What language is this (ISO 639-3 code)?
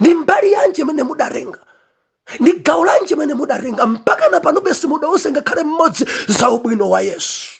nya